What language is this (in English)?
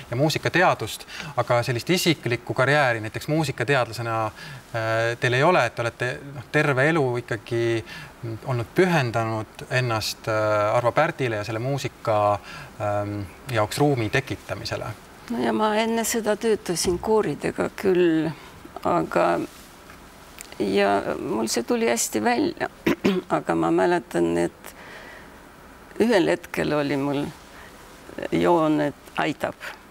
Estonian